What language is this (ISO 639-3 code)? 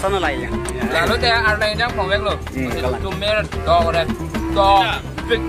mjw